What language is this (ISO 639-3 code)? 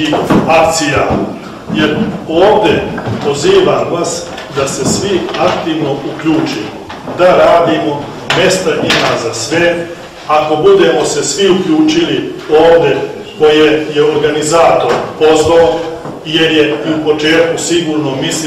bos